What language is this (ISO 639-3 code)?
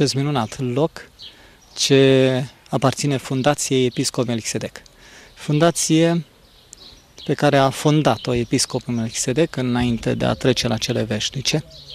ron